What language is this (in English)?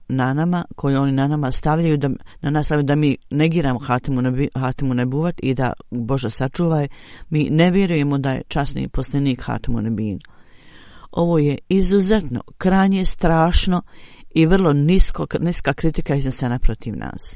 Bosnian